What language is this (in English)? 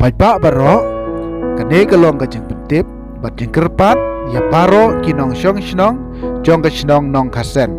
Khasi